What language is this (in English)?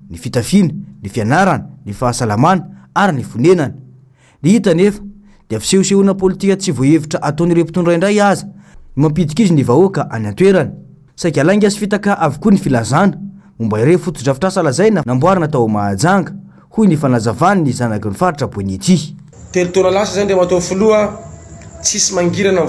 Malagasy